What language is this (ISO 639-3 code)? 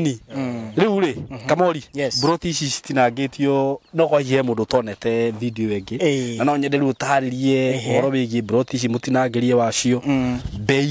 kik